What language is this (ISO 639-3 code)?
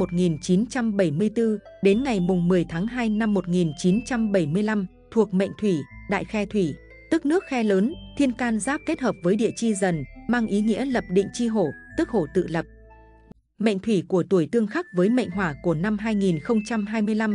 vie